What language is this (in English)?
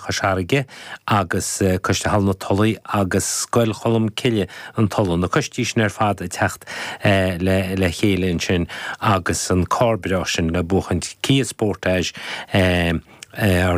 Irish